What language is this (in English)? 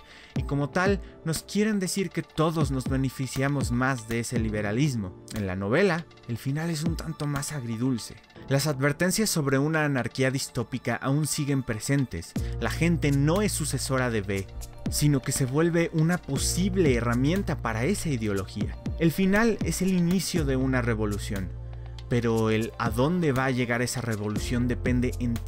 Spanish